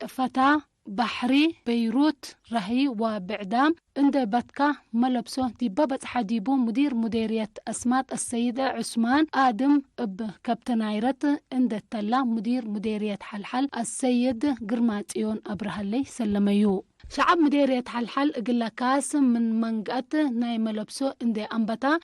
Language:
Tigre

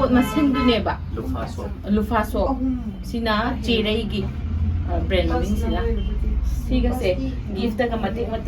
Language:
Manipuri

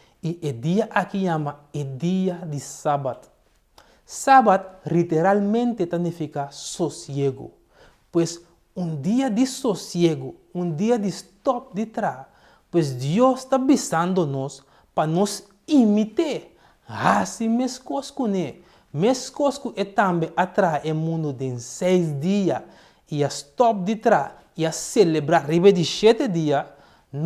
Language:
Papiamento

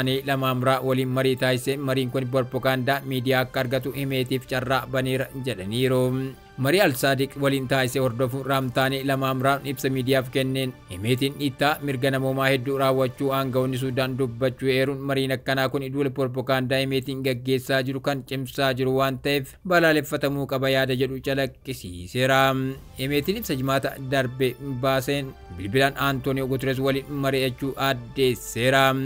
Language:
Oromo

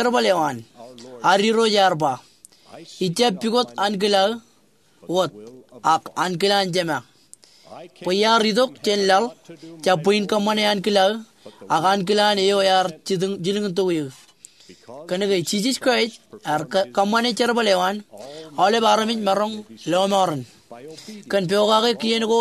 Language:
Marshallese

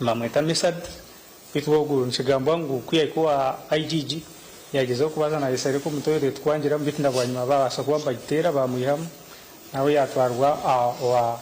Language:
Nyankole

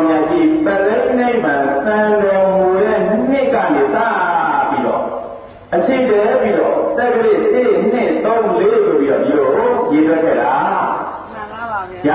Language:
Burmese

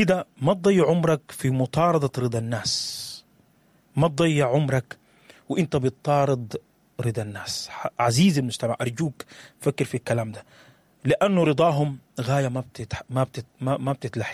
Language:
Sudanese Arabic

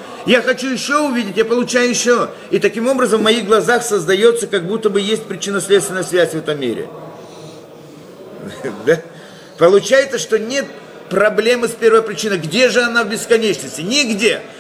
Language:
Russian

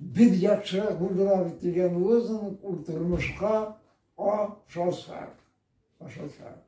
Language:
Bashkir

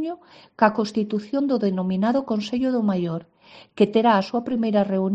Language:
Galician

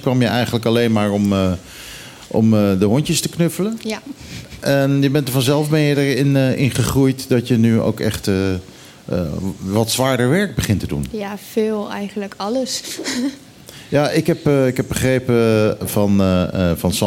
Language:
Dutch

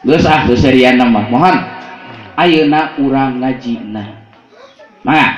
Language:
Sundanese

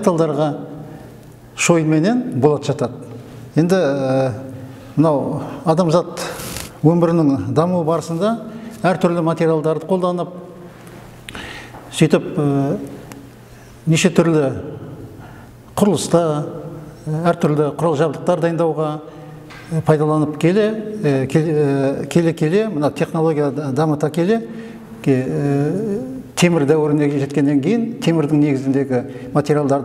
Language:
Kazakh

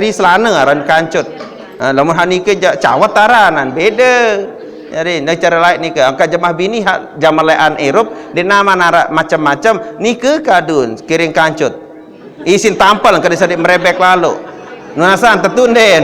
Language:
Sasak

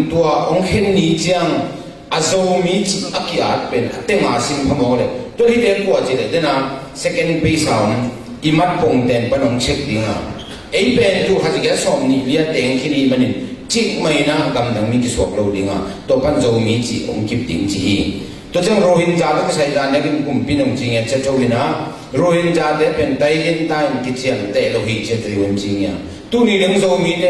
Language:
Tedim Chin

